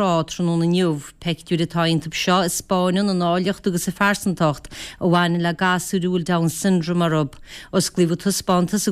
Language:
Irish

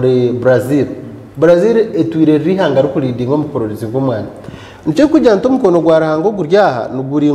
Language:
Nyankole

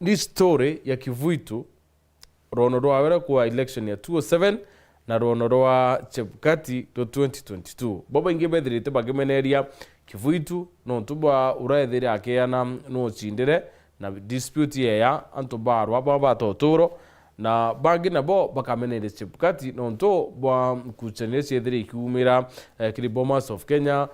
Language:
Meru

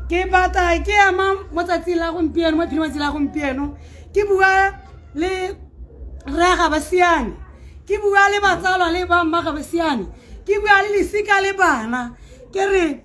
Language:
Tswana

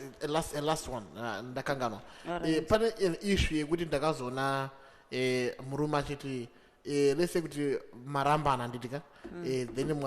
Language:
Shona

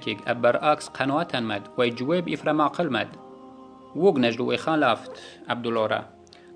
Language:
Yazgulyam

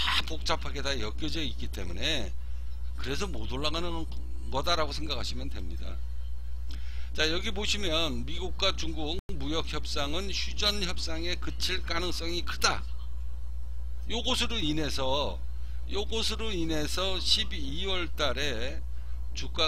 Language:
Korean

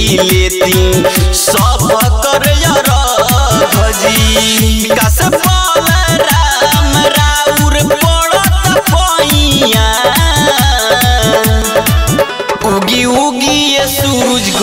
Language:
Bhojpuri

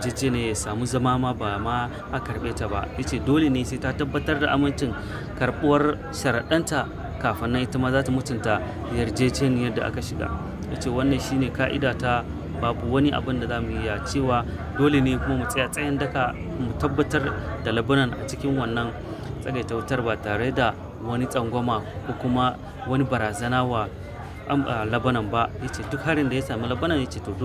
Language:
Hausa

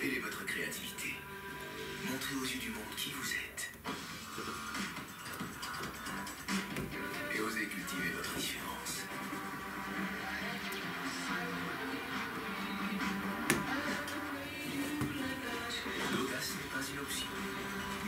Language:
French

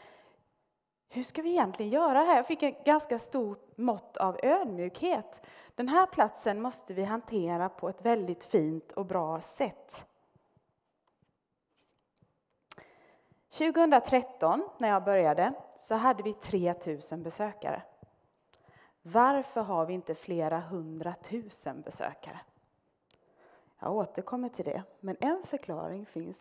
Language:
Swedish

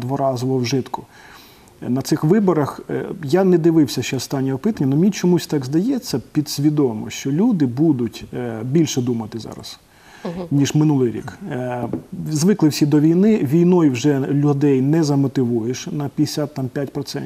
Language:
Ukrainian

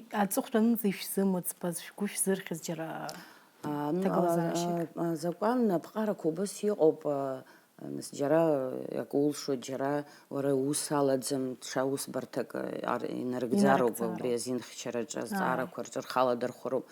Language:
Abkhazian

